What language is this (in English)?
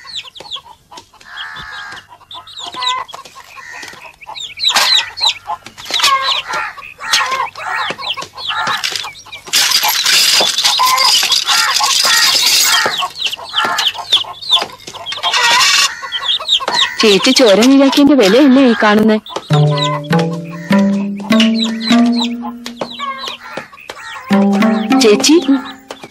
Malayalam